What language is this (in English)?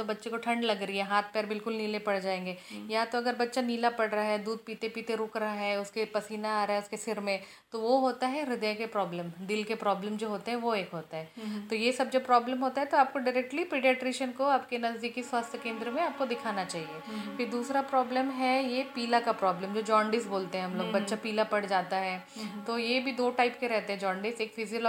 Hindi